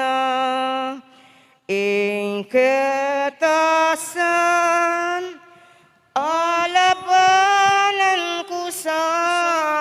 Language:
Pampanga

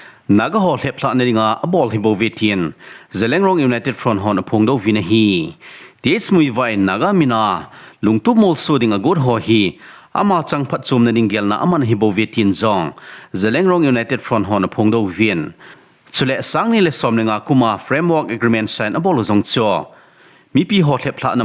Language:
Thado Chin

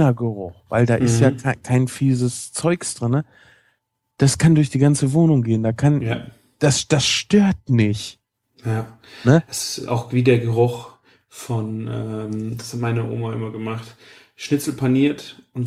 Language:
German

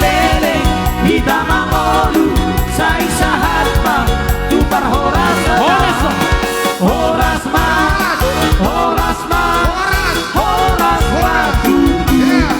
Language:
Batak Toba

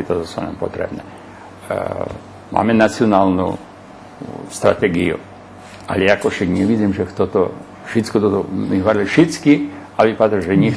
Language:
Rusyn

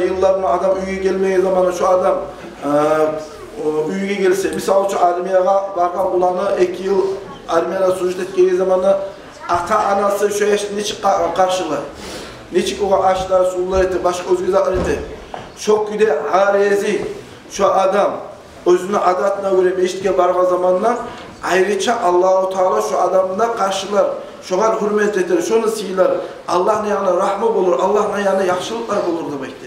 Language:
Kumyk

